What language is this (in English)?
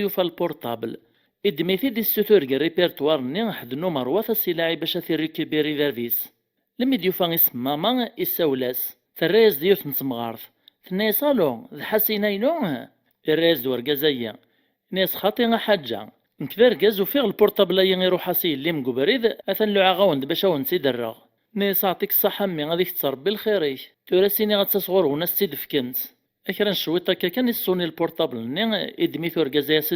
Kabyle